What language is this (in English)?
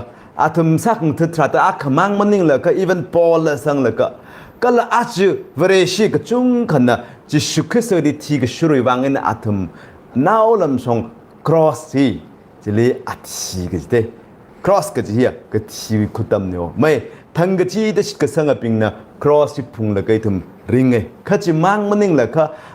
Tangkhul Naga (India)